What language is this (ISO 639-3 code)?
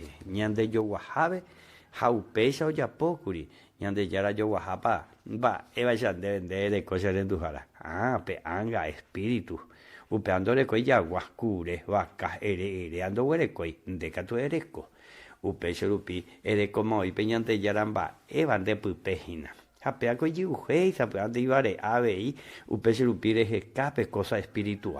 grn